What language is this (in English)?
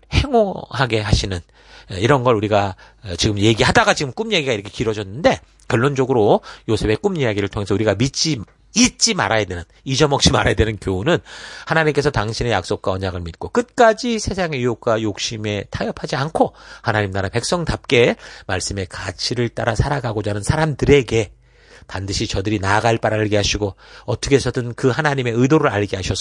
Korean